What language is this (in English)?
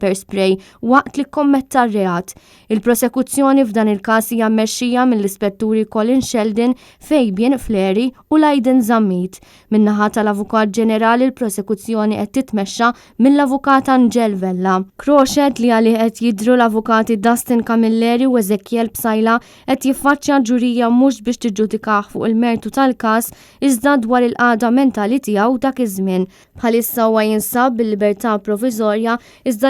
Maltese